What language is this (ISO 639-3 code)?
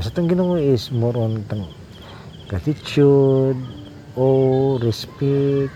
ceb